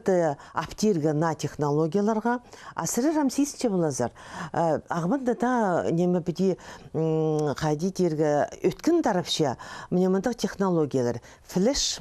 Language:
Khakas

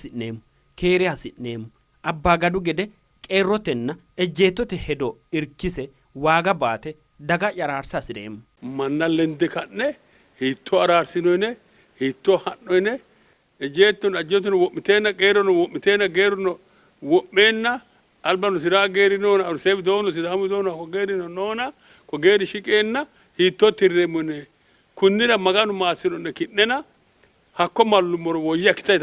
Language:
Sidamo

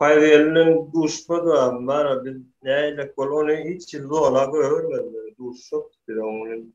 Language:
Turkmen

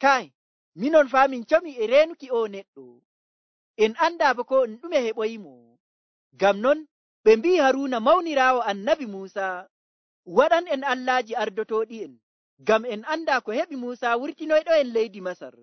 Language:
Nigerian Fulfulde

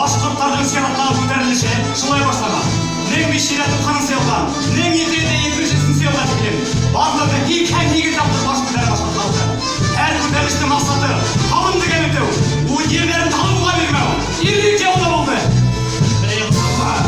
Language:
Bashkir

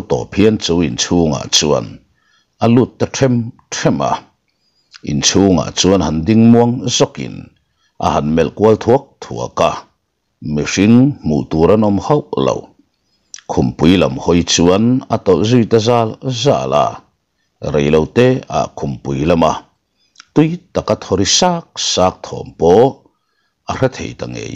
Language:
Mizo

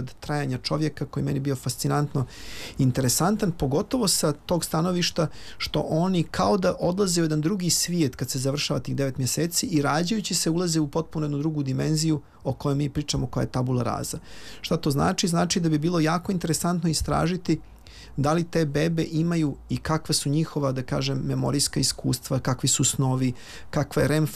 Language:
Bosnian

